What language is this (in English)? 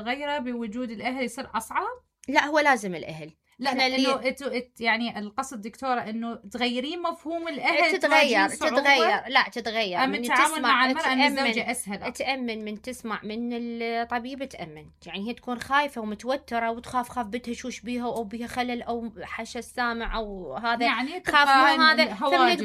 Mesopotamian Arabic